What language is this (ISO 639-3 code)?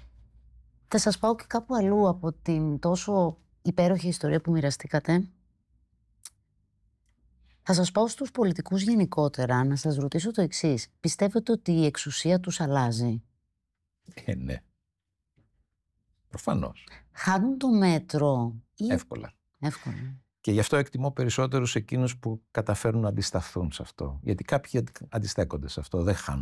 ell